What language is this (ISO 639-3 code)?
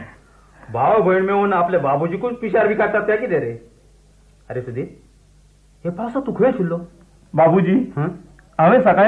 kok